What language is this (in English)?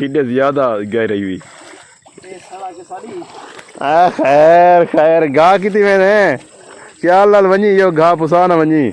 Saraiki